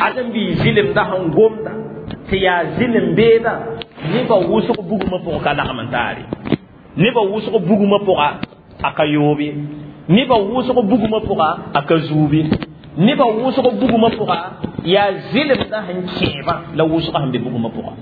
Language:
Mossi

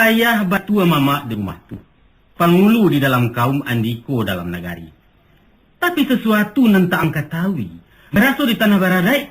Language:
Minangkabau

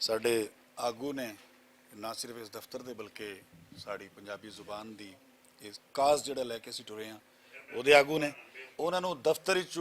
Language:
Western Panjabi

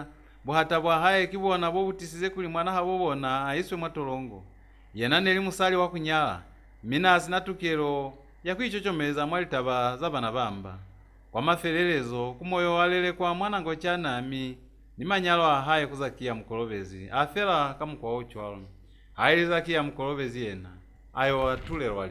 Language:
Lozi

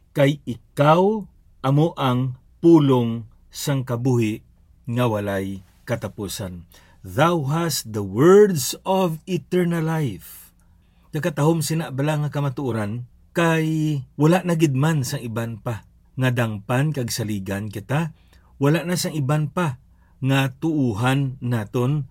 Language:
Hiligaynon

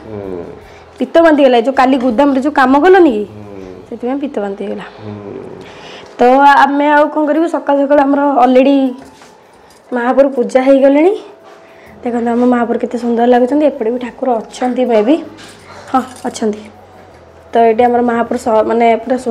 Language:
Odia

